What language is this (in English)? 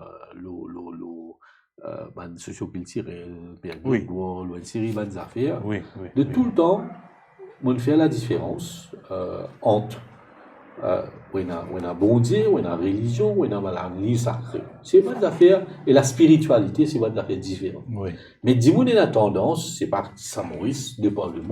Morisyen